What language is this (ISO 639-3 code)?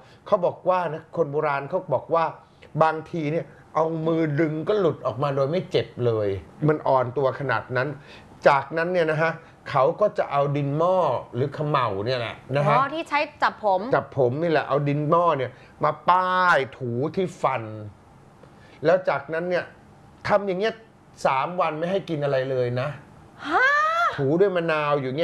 tha